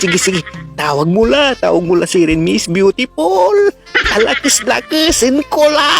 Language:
Pangasinan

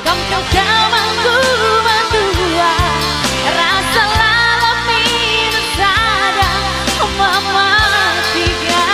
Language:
Batak Karo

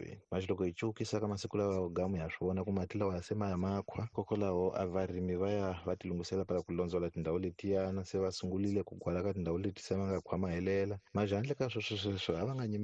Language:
Tsonga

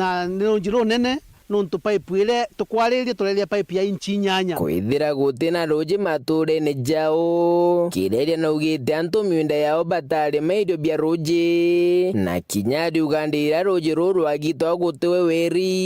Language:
Meru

